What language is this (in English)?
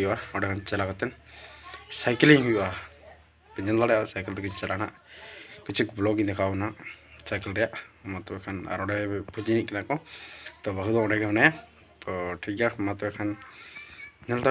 Santali